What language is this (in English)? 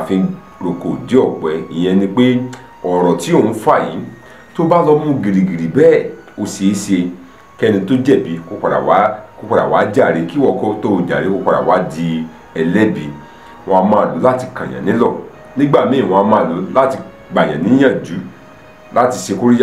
Yoruba